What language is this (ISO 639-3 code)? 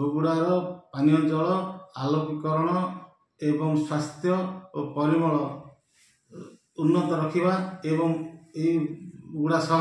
ori